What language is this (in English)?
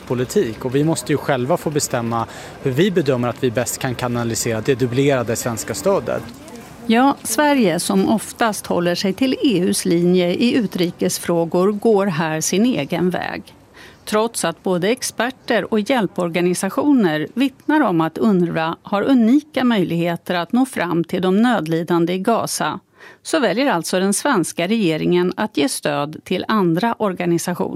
Swedish